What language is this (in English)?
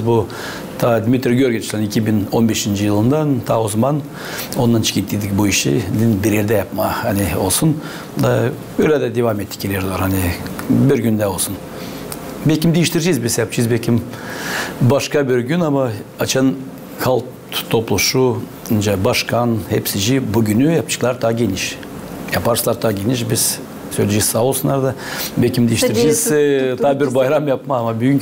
Gagauz